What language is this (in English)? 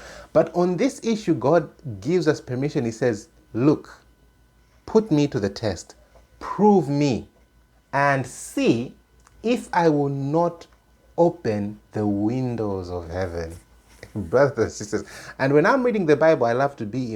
English